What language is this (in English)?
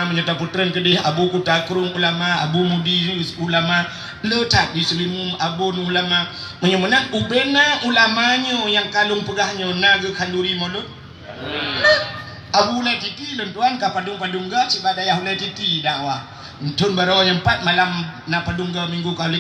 Achinese